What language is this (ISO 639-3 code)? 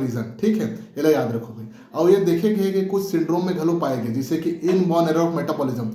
hne